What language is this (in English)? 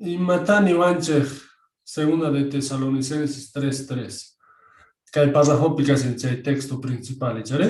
South Bolivian Quechua